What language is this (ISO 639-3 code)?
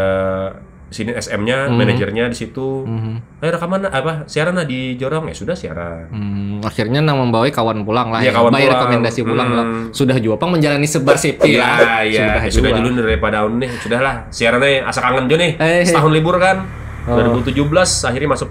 bjn